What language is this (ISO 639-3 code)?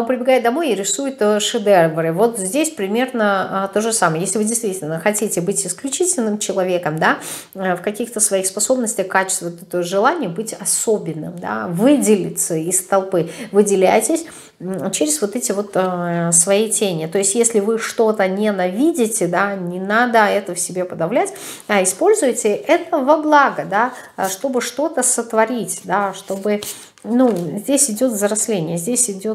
rus